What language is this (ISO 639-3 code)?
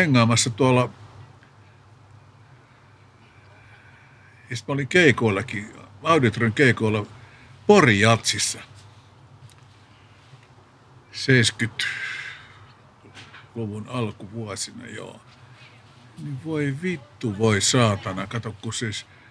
fin